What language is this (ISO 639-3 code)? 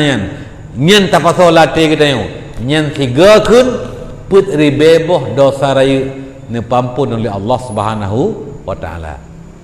ace